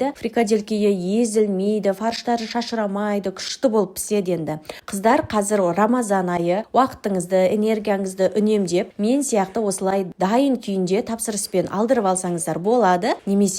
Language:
Kazakh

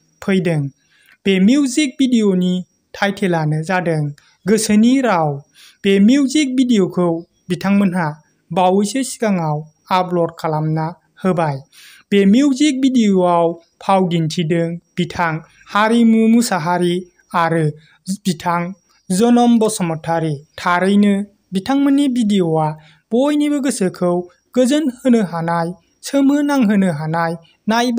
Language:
Bodo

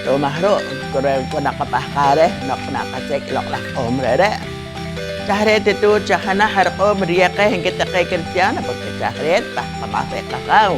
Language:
Poqomchi'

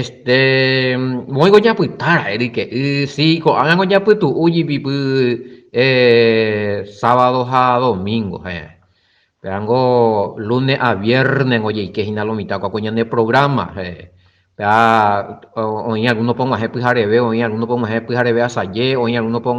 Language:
Guarani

